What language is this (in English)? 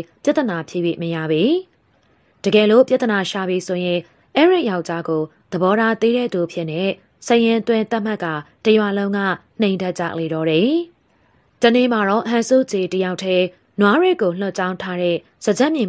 Burmese